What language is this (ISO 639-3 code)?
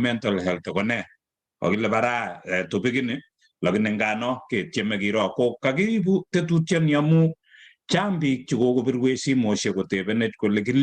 kln